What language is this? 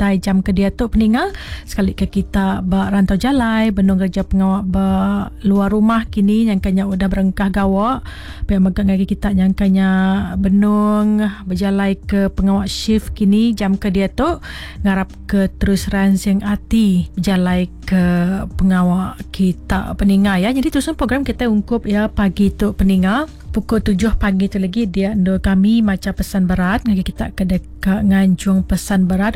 Iban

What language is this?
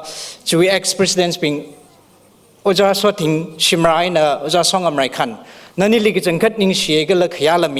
Tangkhul Naga (India)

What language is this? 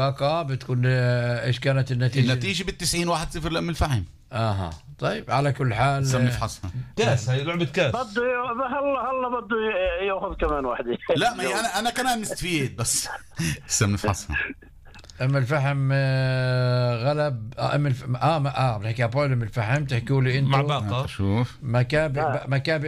North Levantine Arabic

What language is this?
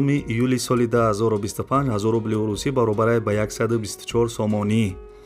Tajik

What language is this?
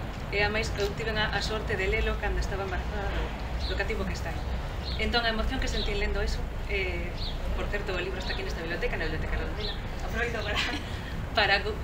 Galician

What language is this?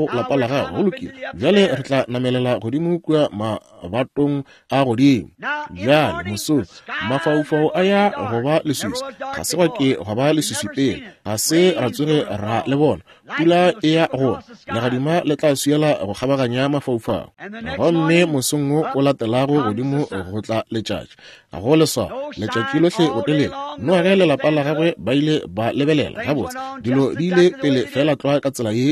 Northern Sotho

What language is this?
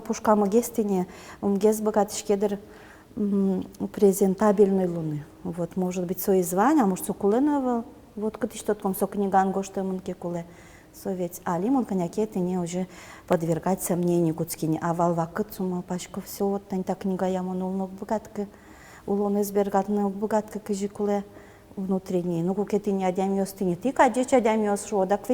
Udmurt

